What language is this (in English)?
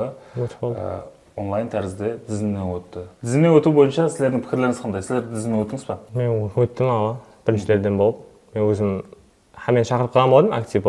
Kara-Kalpak